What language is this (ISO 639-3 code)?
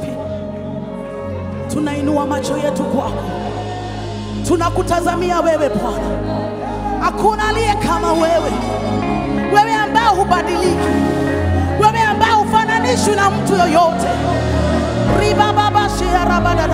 swa